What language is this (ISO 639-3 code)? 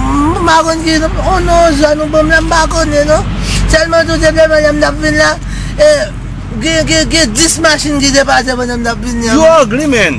hat